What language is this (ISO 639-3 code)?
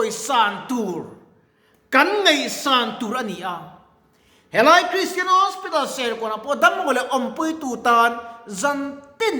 lus